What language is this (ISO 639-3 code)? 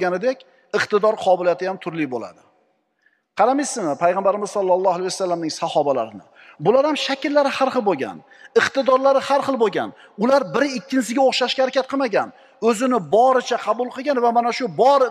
uzb